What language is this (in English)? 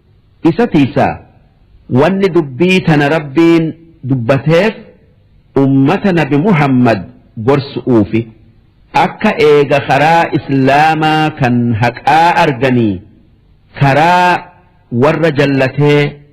Oromo